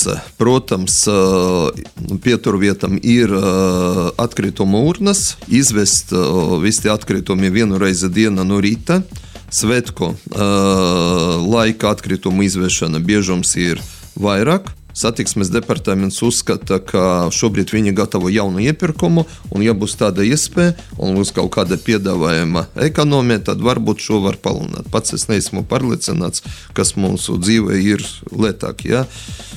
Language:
Latvian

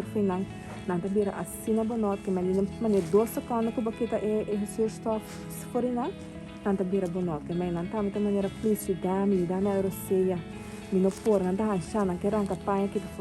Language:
Papiamento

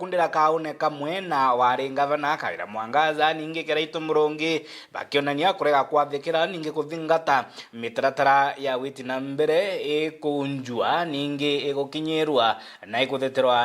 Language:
Meru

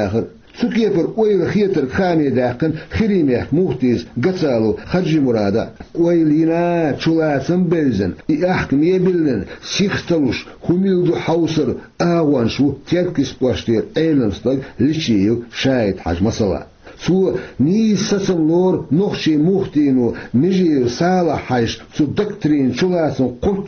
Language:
Chechen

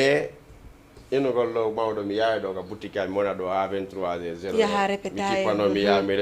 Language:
Fula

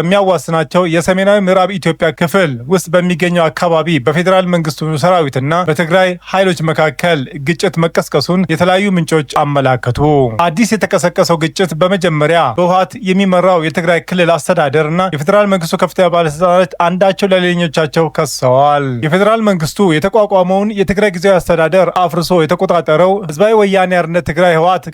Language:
Amharic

